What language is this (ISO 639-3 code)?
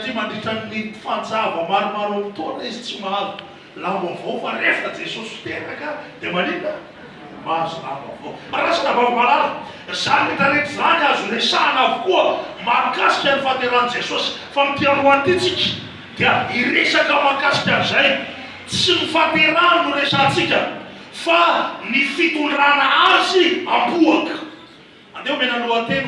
mlg